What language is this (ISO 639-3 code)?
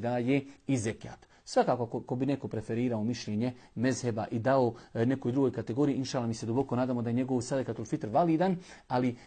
bos